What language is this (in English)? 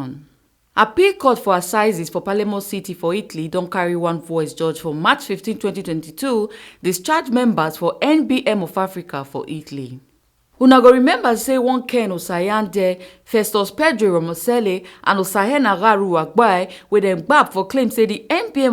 Nigerian Pidgin